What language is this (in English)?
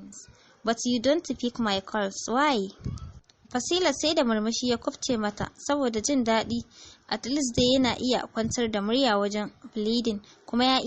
Hausa